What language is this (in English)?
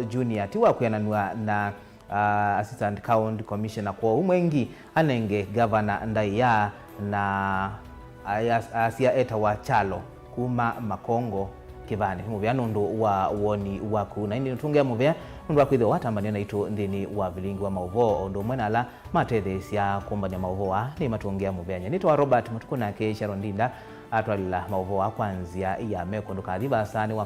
Kamba